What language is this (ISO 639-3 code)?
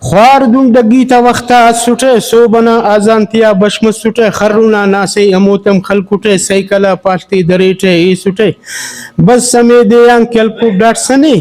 brh